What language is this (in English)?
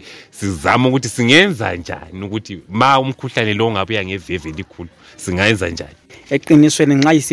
North Ndebele